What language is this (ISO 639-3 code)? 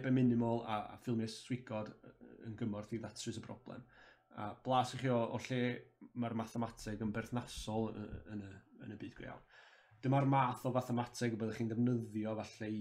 cym